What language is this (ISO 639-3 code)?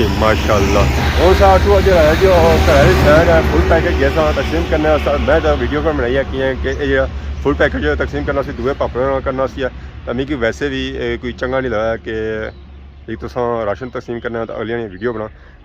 phr